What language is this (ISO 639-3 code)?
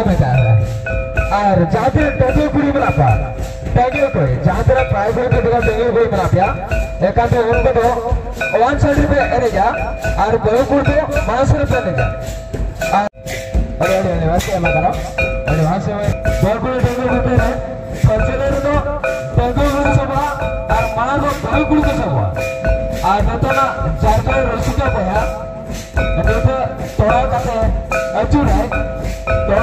sat